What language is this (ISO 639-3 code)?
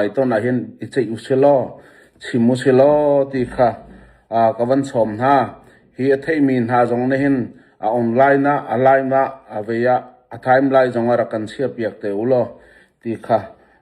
cnh